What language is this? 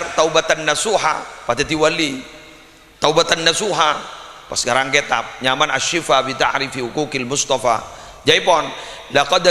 Madurese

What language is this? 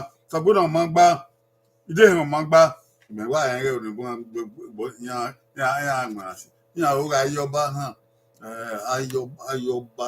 Bini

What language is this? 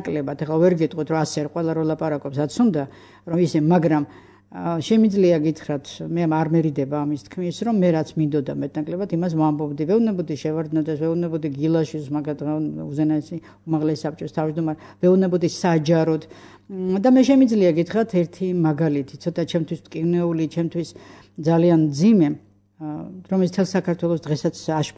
Georgian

